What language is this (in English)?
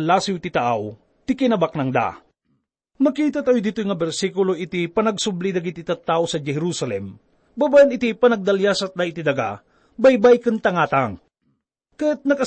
Iloko